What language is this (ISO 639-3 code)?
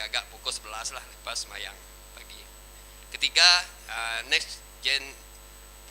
iba